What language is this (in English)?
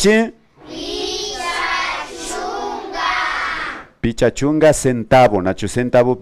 Imbabura Highland Quichua